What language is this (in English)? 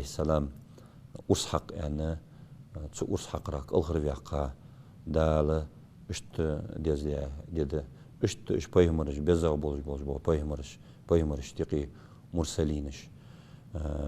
Ingush